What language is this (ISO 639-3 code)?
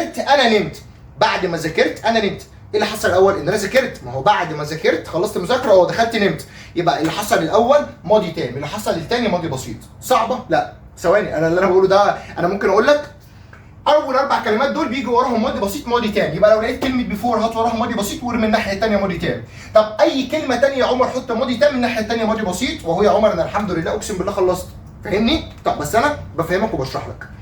arz